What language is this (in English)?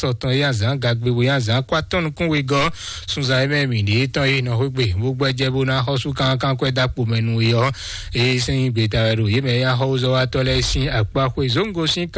Fon